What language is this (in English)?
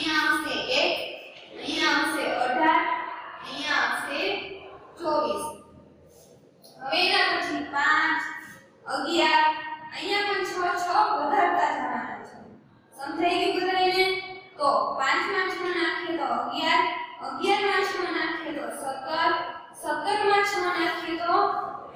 Gujarati